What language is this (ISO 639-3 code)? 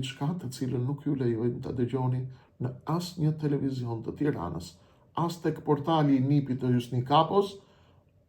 sqi